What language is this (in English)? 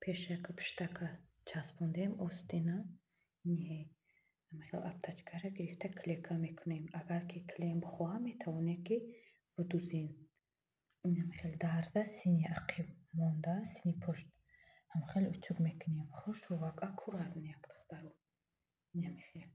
Tajik